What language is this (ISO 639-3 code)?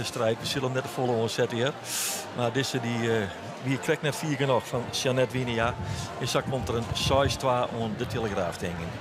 fry